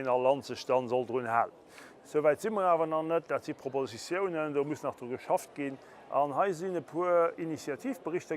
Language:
Luxembourgish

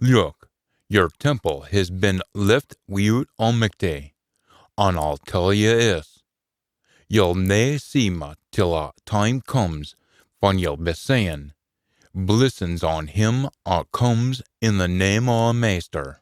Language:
Scots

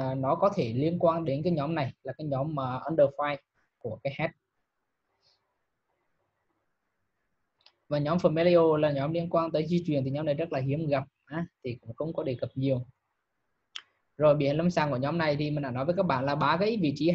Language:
Vietnamese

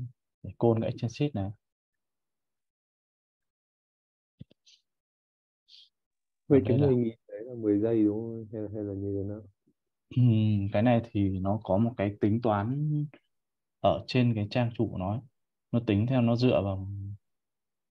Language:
Vietnamese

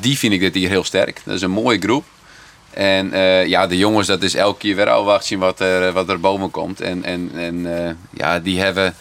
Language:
Western Frisian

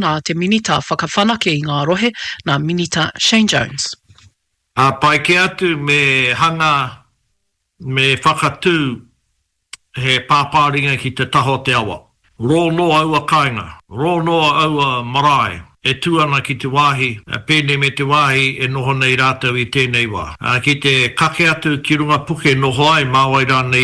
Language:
Māori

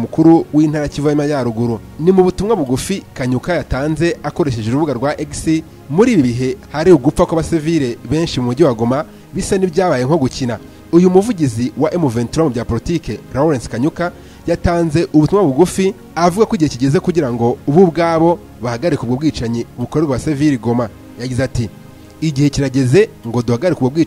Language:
Kinyarwanda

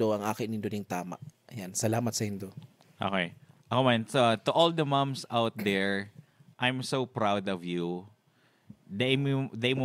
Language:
Bikol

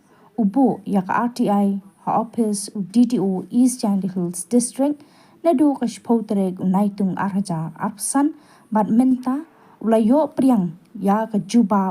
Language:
Khasi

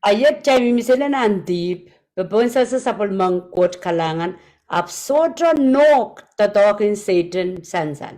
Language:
Pohnpeian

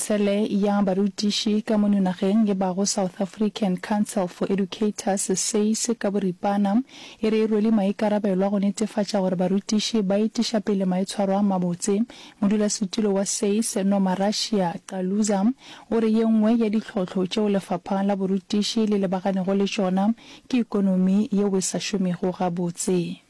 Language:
Northern Sotho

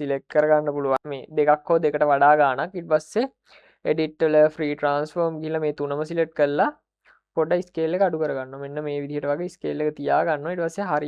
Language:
Sinhala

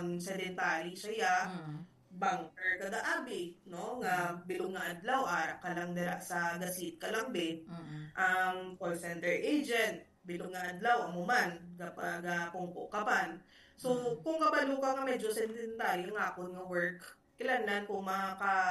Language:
Hiligaynon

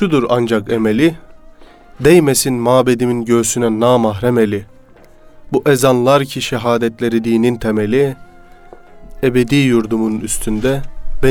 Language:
Turkish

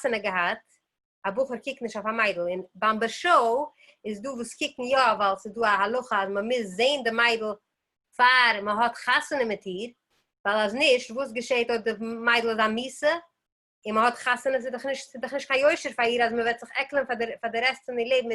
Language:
Yiddish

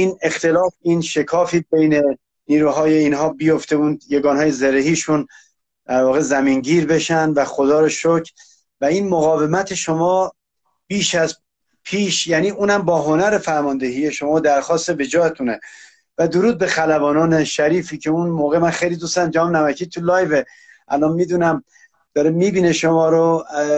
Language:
Persian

